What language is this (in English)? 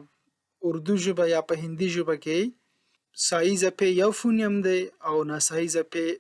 Pashto